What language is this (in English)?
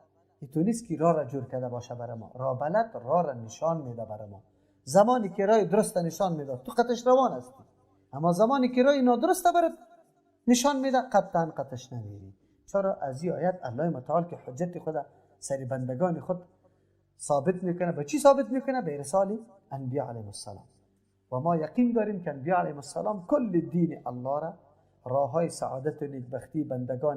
Persian